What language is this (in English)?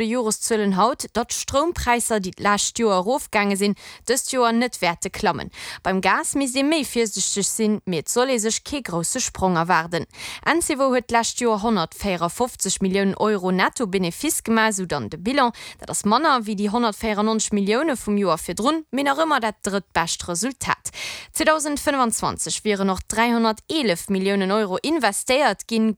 Luxembourgish